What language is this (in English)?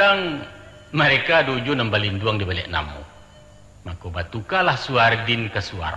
Minangkabau